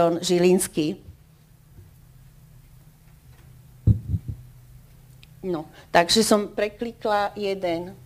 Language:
Slovak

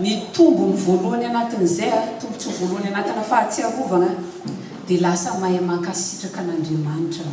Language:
Malagasy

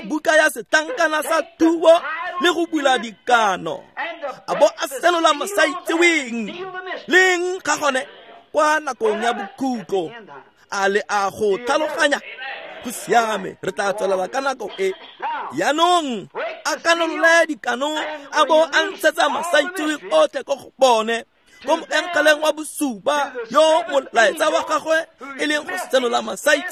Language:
Tswana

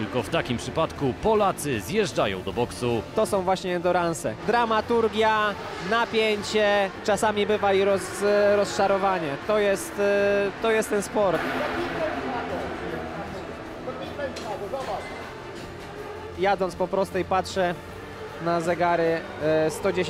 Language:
Polish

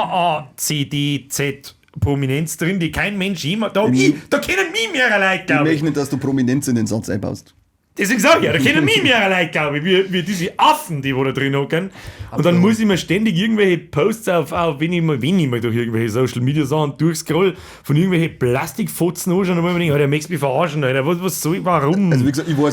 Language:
Bavarian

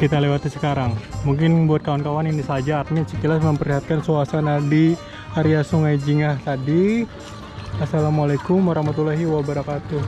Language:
Banjar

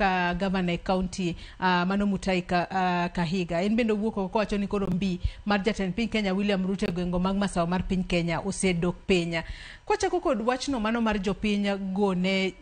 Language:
Luo (Kenya and Tanzania)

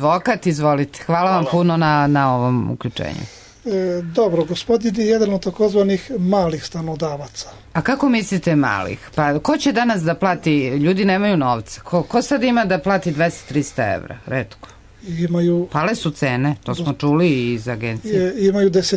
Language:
Serbian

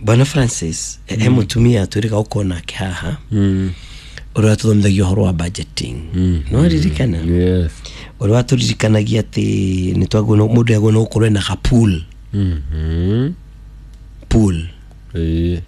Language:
Kikuyu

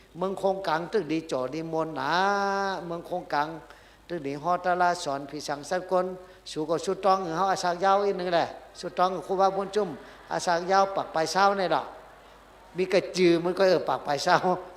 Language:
Shan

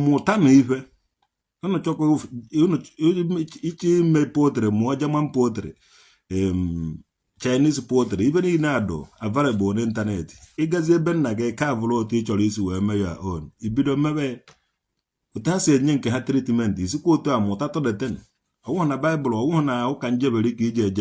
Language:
Igbo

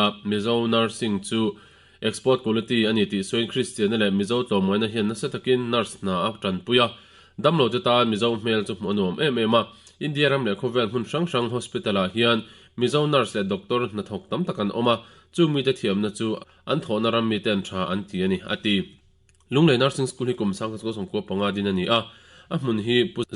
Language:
Mizo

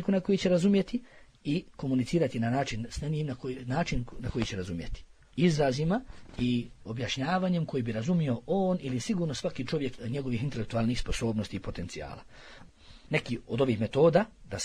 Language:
Bosnian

